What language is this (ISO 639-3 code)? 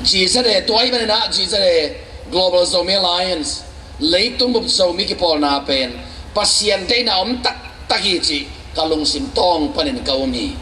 ctd